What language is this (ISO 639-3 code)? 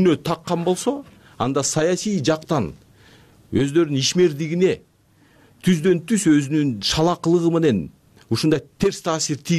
kir